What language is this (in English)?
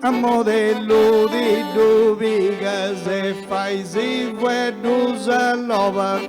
Sardinian